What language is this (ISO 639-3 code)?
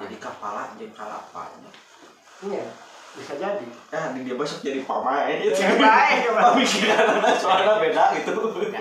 sun